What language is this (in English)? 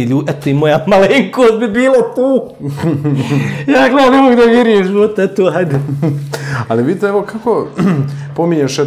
Bosnian